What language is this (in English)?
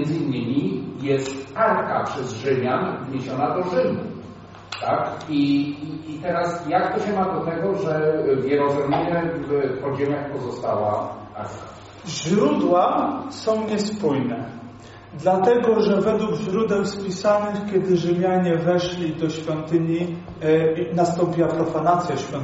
Polish